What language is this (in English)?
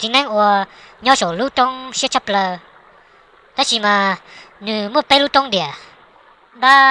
Hmong